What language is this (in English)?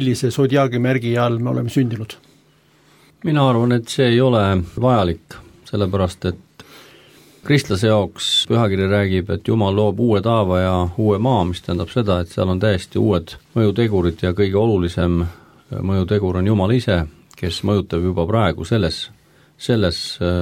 Estonian